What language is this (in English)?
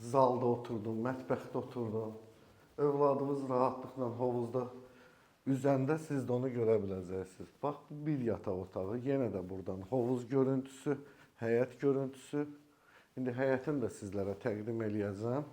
Azerbaijani